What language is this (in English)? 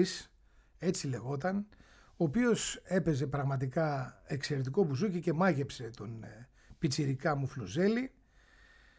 Greek